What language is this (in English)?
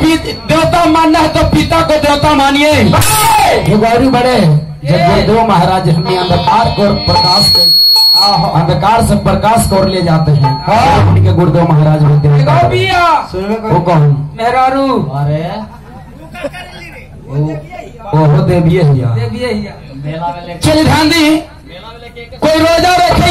Bhojpuri